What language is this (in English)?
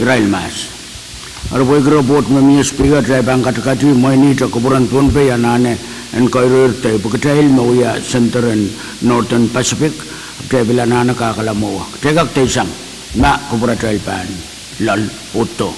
Pohnpeian